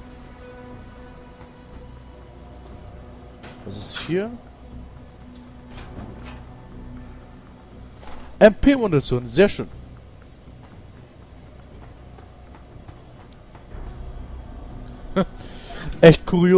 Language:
German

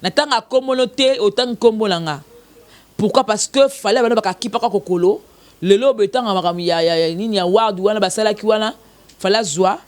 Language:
Lingala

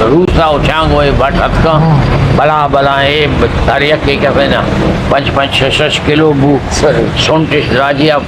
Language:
Eastern Balochi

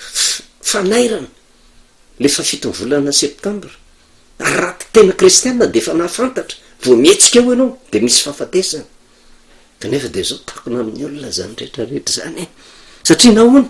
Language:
Malagasy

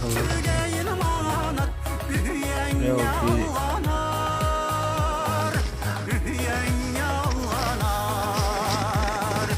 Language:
Yakut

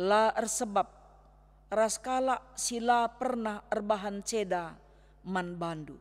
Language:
Batak Karo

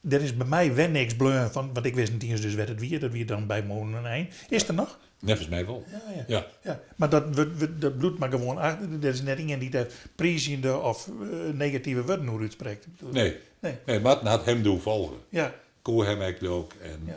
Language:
Western Frisian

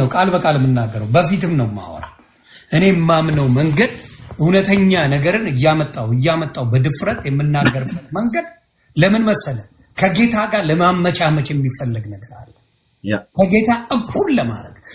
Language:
Amharic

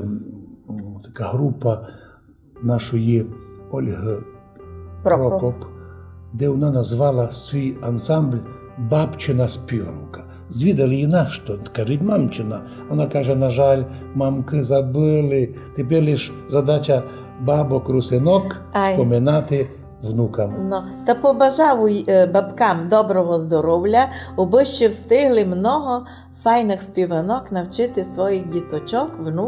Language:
Rusyn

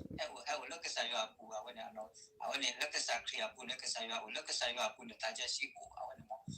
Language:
S'gaw Karen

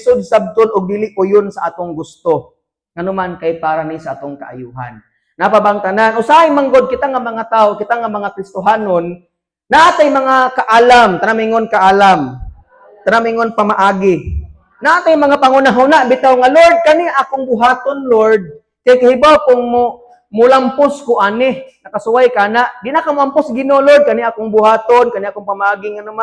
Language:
Cebuano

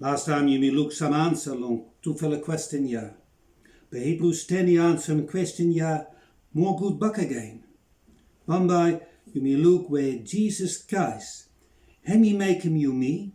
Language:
Bislama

